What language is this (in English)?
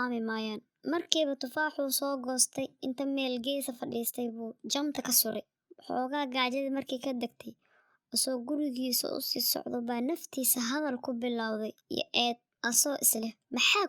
Somali